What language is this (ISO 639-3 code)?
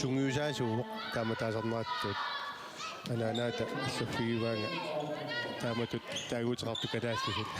kal